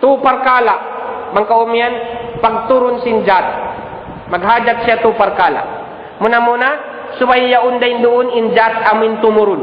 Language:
Tausug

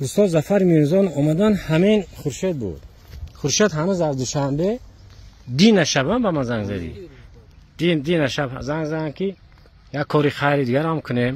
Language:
Tajik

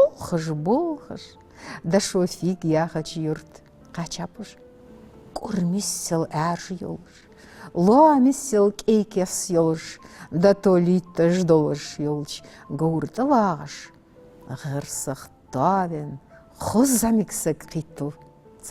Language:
Ingush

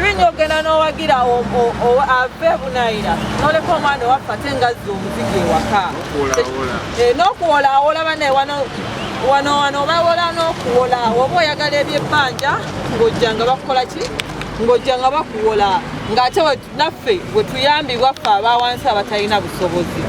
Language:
Ganda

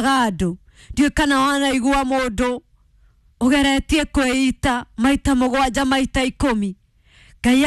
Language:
Kikuyu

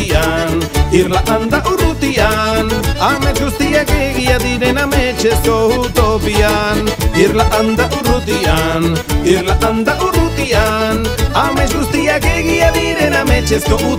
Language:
Basque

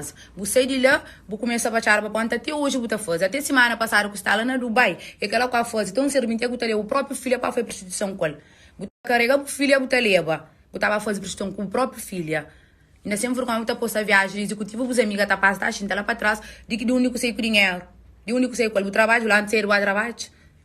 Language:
Kabuverdianu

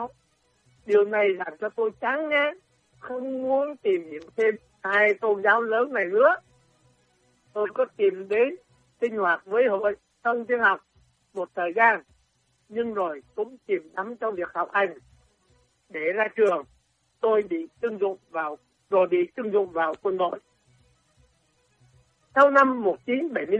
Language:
Vietnamese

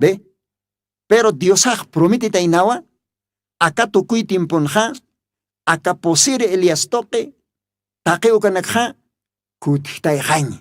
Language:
Aymara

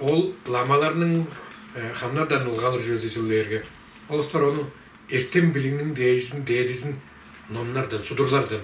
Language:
Tuvinian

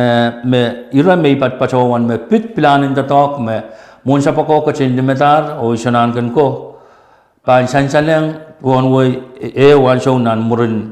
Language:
Pohnpeian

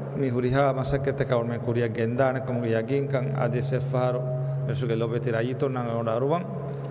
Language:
Divehi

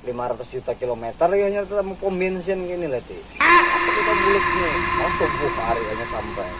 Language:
Banjar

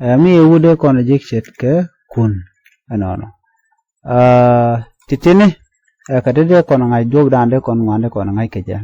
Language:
Nuer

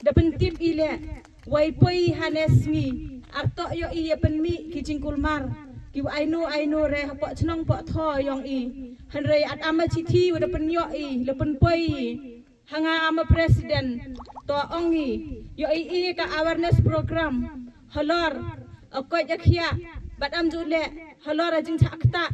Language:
Khasi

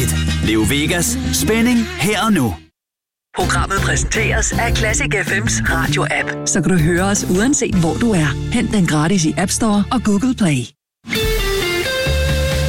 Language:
Danish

